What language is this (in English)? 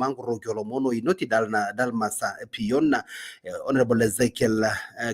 Masai